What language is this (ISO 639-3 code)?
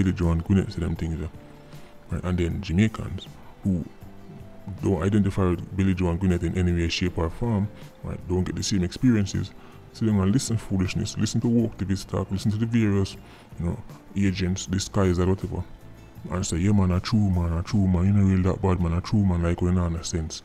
jam